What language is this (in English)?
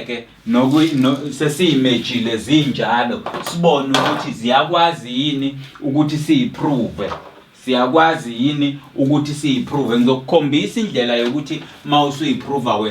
Zulu